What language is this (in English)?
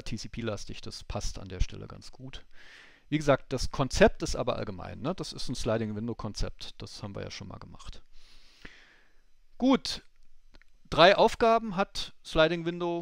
German